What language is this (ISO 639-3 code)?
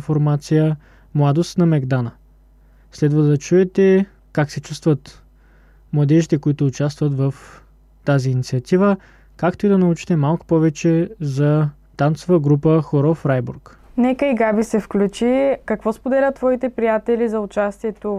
bul